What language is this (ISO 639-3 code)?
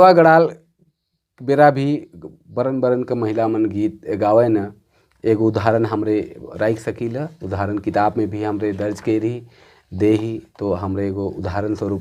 sck